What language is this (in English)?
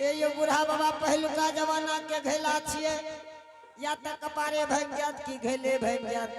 Angika